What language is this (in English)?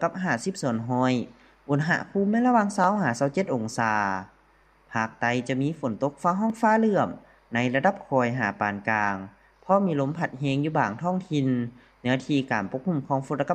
Lao